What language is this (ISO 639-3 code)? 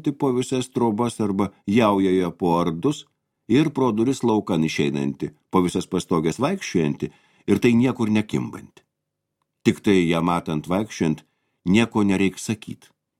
lit